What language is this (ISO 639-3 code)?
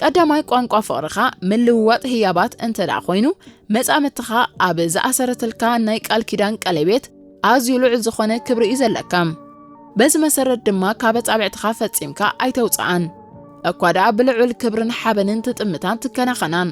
tir